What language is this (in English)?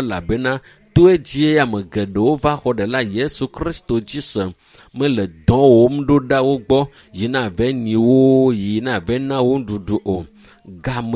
Ewe